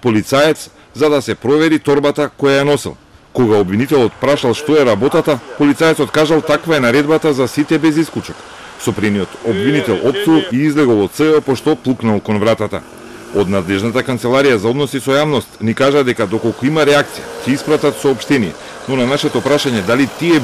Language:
Macedonian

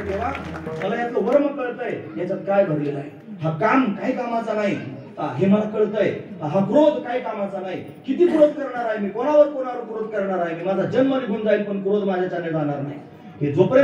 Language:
Marathi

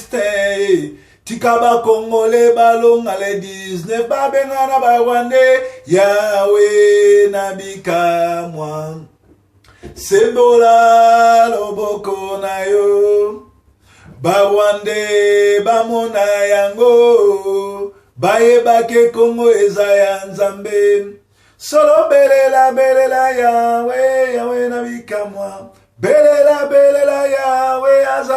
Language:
Lingala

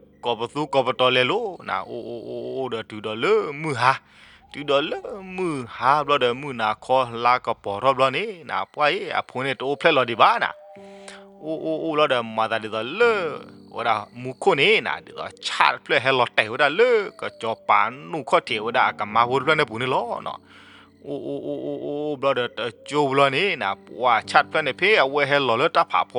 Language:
S'gaw Karen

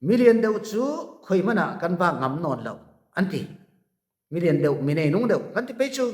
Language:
Falam Chin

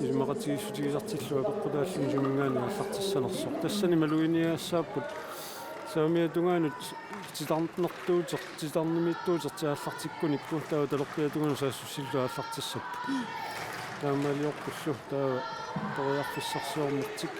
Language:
Kalaallisut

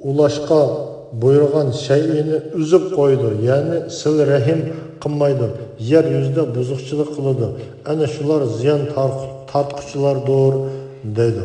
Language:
Uyghur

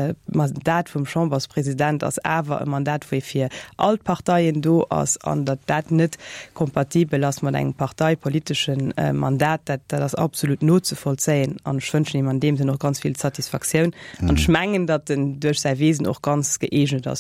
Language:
Luxembourgish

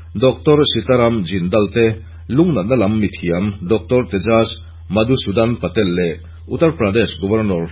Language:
Mizo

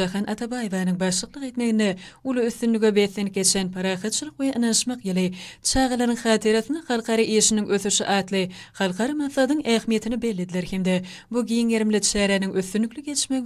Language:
Turkmen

